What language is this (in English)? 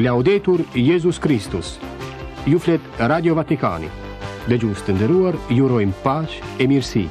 Albanian